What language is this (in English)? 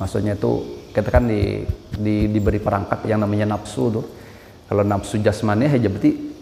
Banjar